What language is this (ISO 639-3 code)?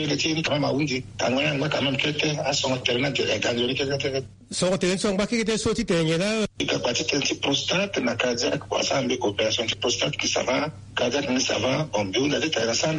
sag